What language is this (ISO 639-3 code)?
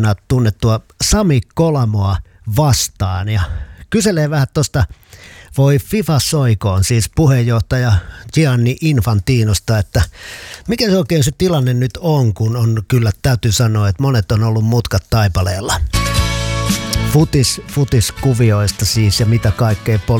fin